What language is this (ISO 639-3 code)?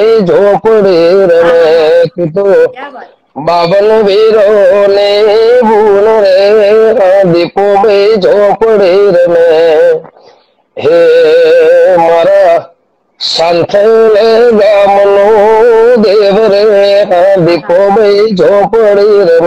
guj